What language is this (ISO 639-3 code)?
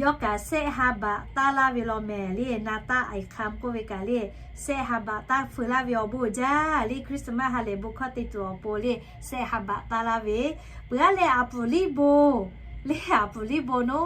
lhu